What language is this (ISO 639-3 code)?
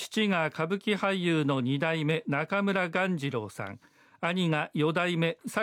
jpn